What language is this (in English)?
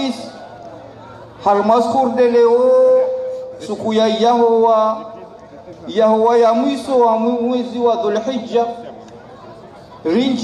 Swahili